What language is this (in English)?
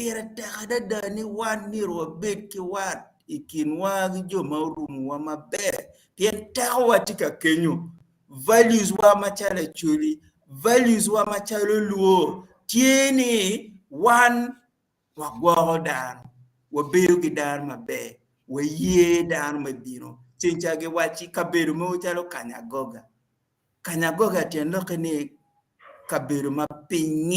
Acoli